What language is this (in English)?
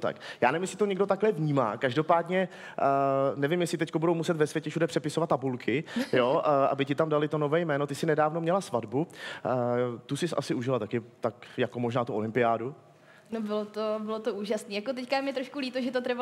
Czech